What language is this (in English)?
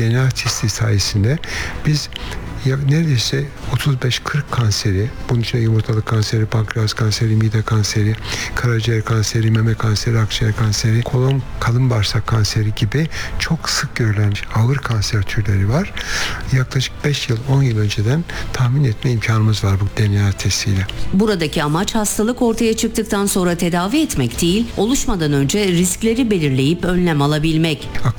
Turkish